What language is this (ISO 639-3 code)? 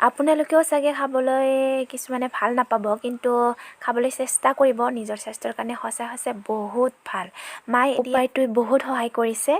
asm